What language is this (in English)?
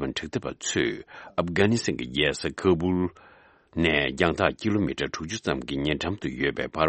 Tibetan